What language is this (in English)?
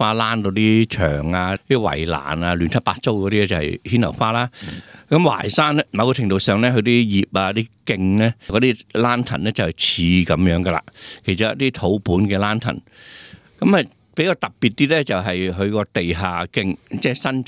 Cantonese